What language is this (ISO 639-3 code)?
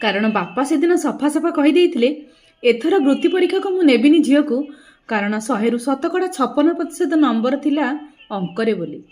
ori